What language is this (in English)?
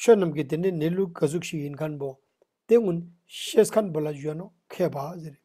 Ladakhi